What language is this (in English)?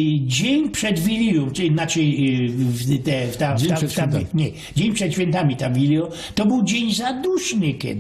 Silesian